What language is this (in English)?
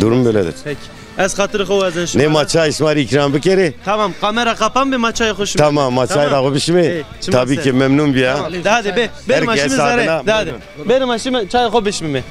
Zaza